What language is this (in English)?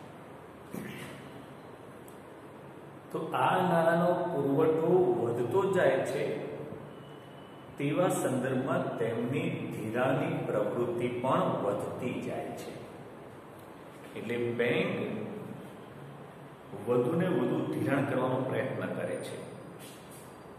Gujarati